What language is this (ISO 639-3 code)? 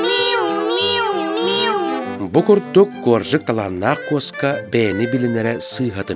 sah